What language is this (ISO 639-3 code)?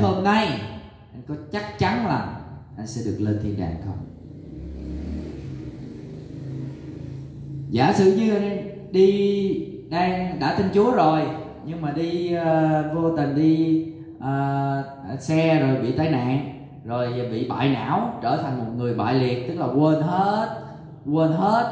vie